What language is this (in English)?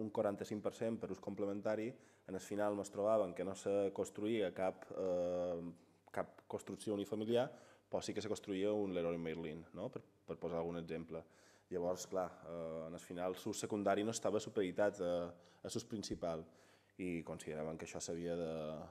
Catalan